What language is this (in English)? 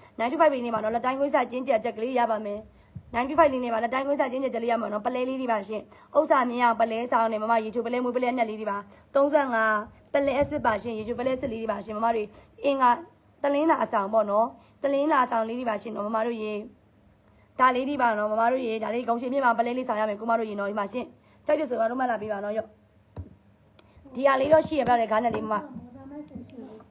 Burmese